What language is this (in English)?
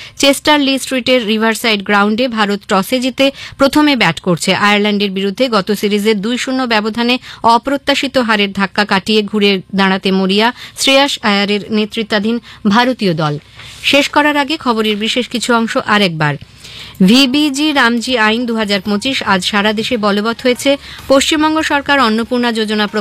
Bangla